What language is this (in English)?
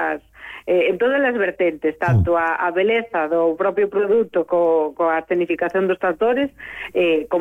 Galician